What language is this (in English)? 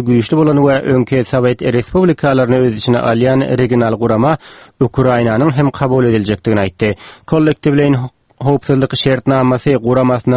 Turkmen